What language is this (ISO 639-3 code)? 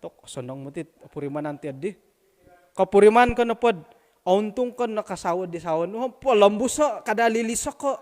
dtp